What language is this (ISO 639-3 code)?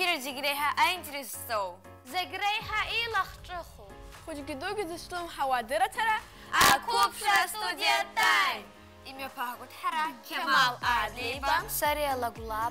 abk